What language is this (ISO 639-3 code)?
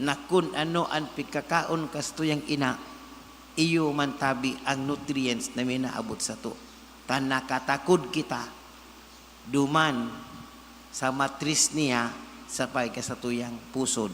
bik